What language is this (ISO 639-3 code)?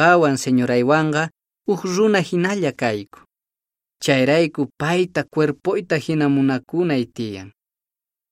que